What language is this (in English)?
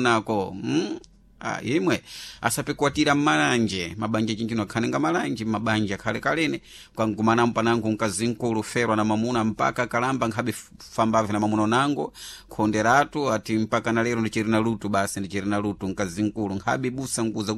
Sena